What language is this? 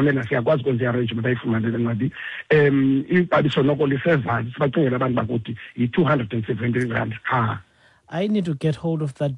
Xhosa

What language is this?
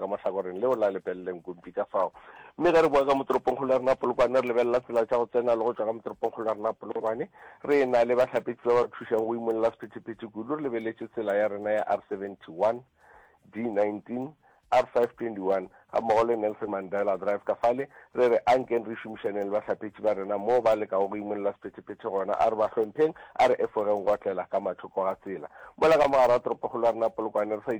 Northern Sotho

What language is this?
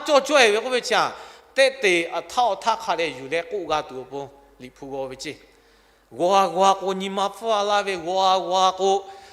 Lahu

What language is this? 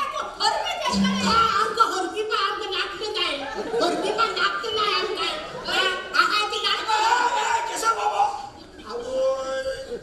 Konkani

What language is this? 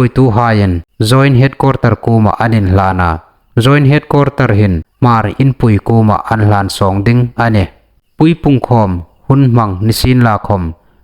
Hmar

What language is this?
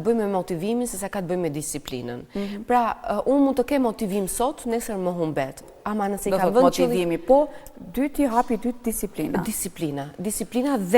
Albanian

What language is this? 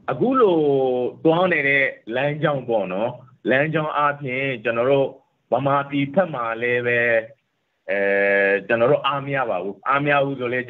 Burmese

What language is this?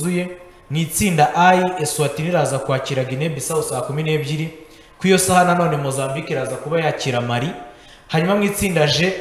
Kinyarwanda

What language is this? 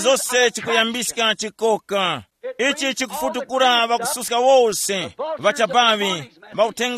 Tumbuka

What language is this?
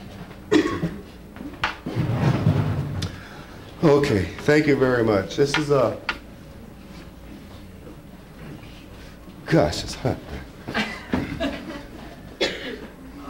English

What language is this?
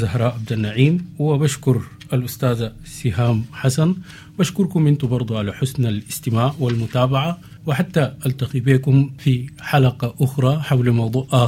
Sudanese Arabic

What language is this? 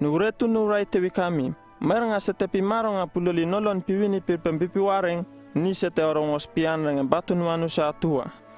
Uripiv-Wala-Rano-Atchin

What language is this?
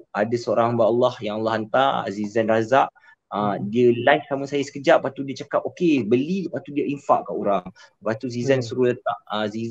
Malay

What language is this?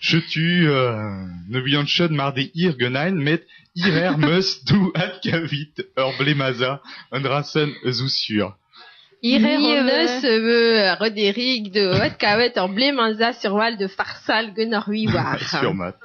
Breton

